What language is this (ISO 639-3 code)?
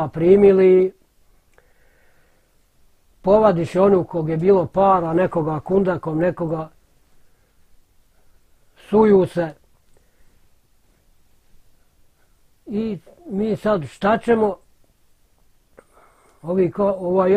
bos